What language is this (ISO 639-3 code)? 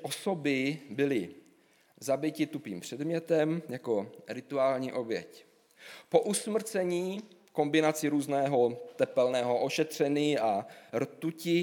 ces